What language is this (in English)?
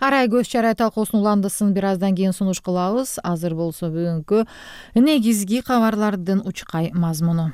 Kyrgyz